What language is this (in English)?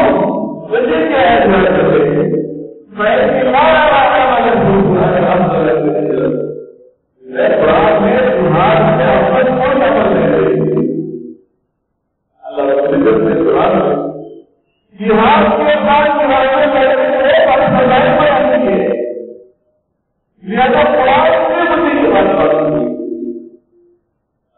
Urdu